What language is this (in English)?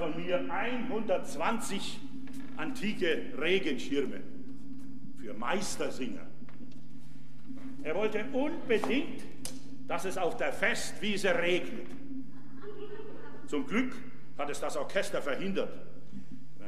German